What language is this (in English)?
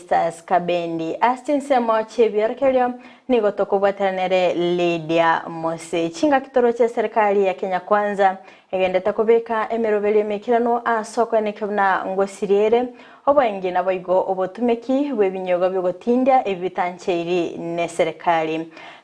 Gusii